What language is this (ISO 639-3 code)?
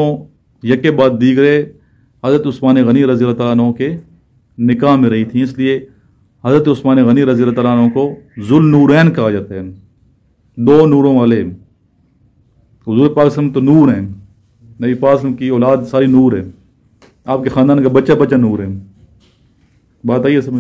urd